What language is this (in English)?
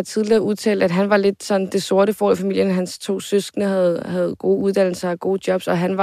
Danish